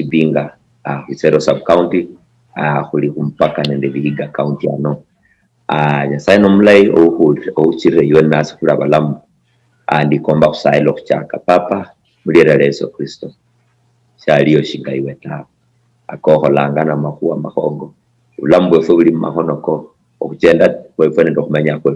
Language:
Luyia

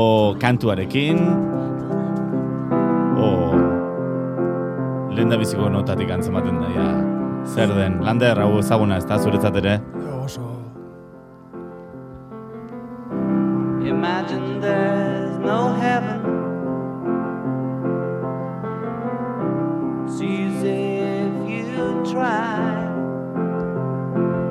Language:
Basque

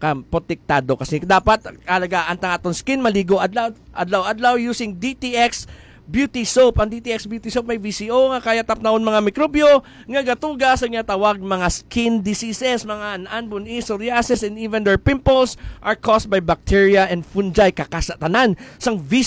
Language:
Hiligaynon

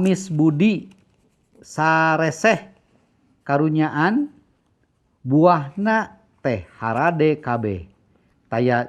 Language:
Sundanese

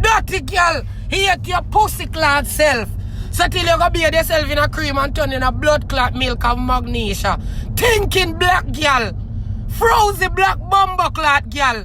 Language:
Jamaican Creole English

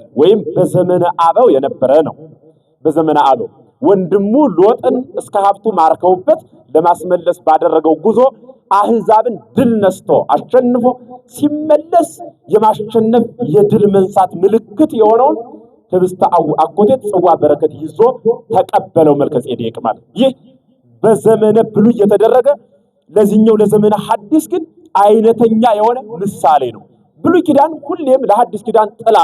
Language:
Amharic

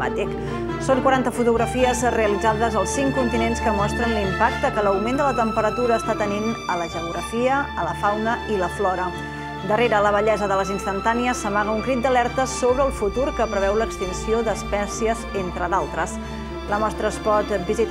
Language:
Catalan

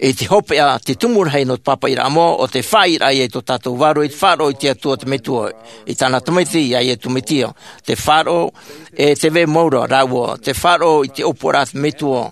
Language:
Tahitian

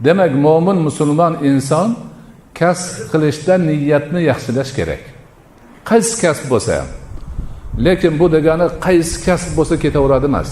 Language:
Uzbek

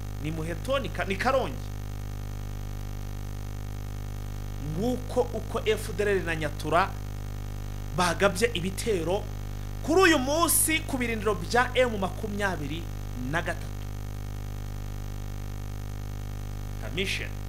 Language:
Kinyarwanda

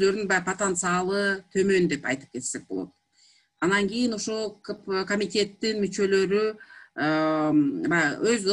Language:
Kyrgyz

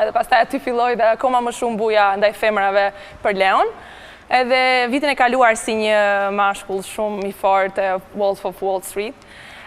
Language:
Albanian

